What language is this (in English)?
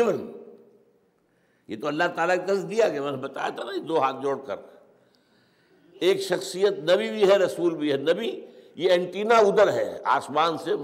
Urdu